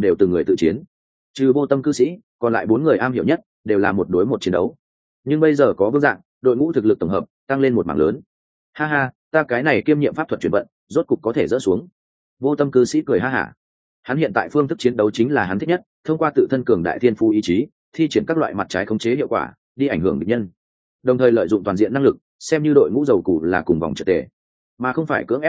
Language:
Vietnamese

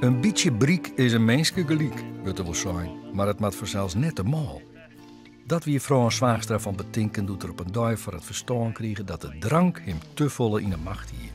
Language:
Western Frisian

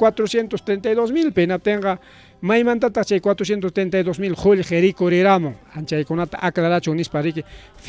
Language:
Ayacucho Quechua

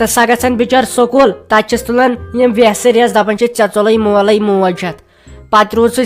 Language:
Kashmiri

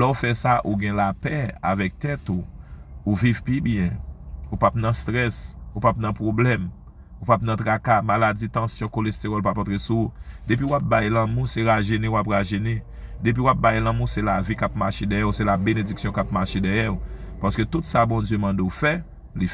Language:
Haitian Creole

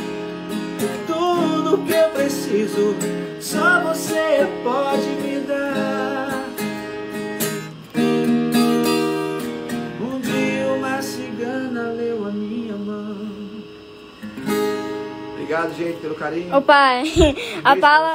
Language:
Portuguese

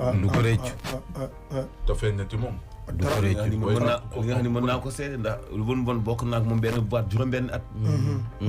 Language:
Wolof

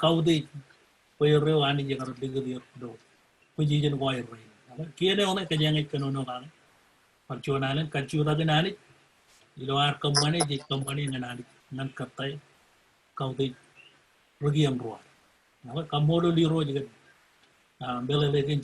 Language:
Marshallese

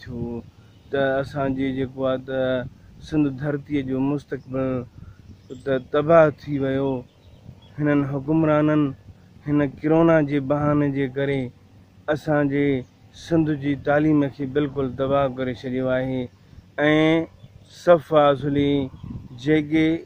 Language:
Sindhi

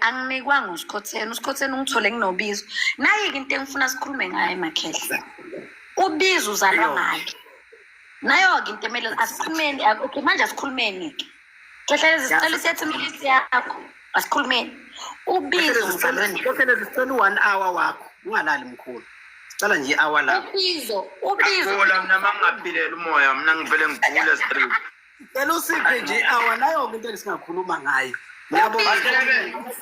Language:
Zulu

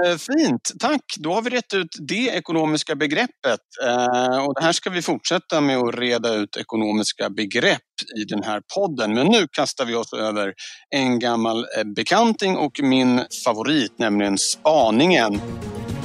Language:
Swedish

